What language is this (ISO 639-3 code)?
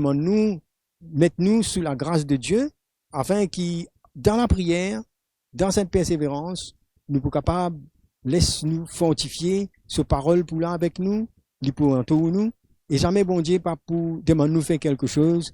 mfe